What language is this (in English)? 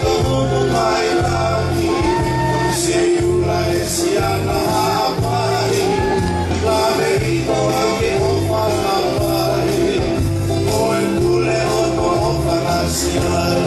Tongan